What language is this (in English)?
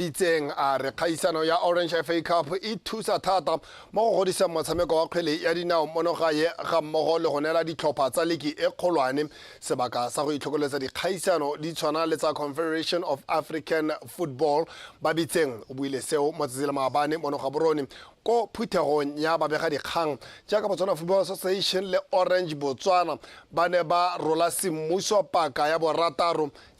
Tswana